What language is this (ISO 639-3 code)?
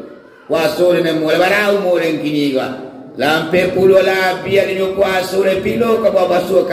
min